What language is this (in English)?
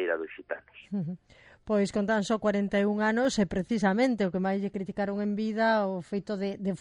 Galician